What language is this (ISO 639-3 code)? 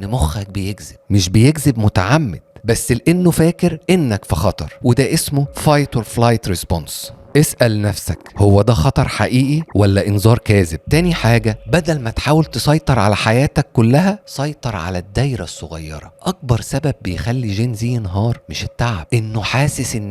arz